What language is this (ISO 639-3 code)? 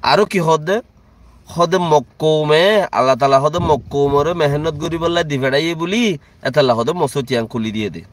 rhg